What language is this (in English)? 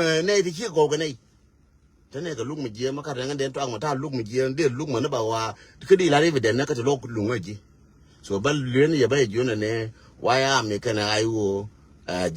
Nuer